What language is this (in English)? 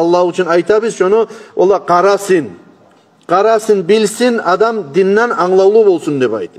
Kumyk